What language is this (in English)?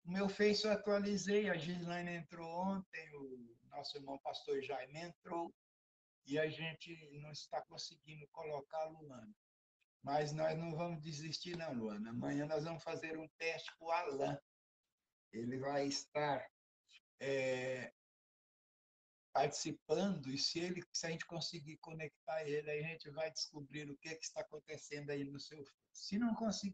Portuguese